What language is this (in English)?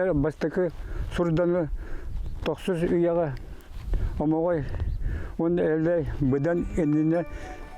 Yakut